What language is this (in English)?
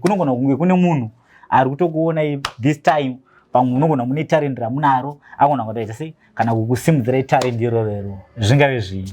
Shona